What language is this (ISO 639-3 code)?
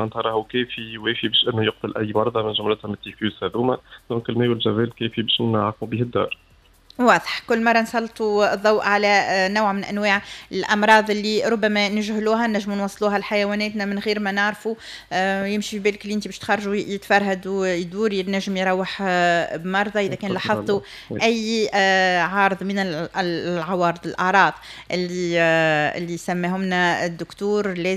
aeb